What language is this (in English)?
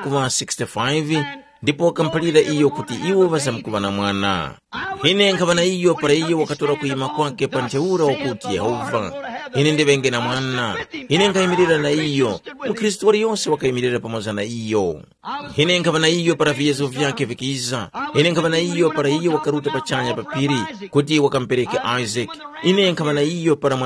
Tumbuka